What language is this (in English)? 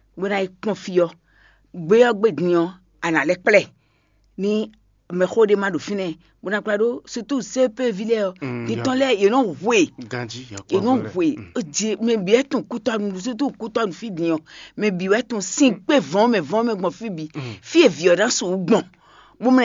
Fon